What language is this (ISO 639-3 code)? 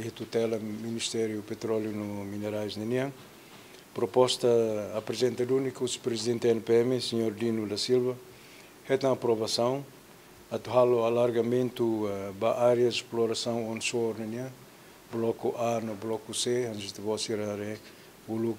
tet